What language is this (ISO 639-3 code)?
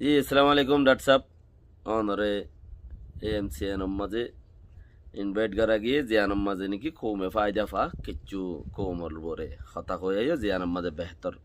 rhg